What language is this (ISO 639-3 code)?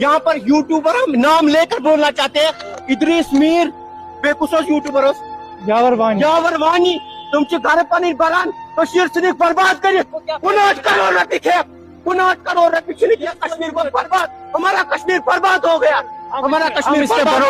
kas